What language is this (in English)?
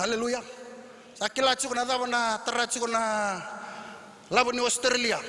Fijian